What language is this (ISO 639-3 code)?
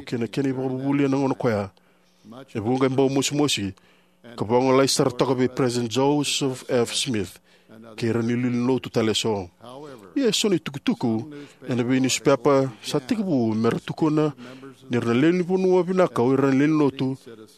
fij